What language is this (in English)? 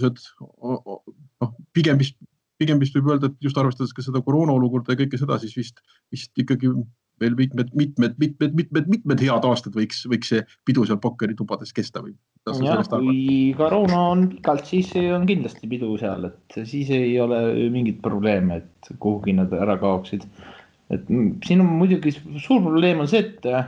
Estonian